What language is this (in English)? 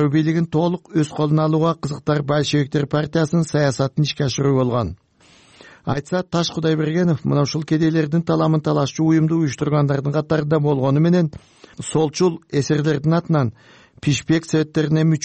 Kyrgyz